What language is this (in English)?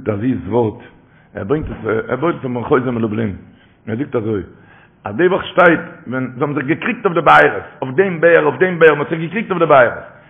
Yiddish